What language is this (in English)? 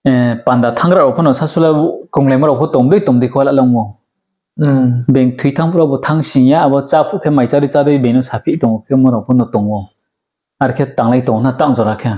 Riang (India)